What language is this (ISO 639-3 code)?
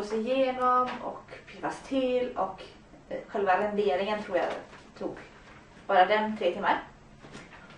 swe